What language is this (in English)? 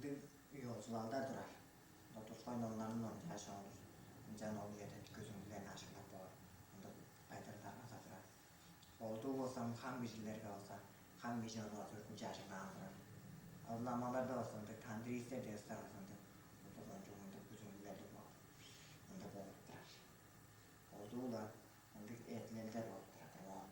Tuvinian